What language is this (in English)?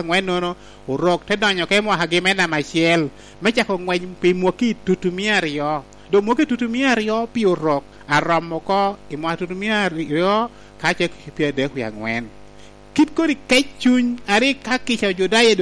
Lango (Uganda)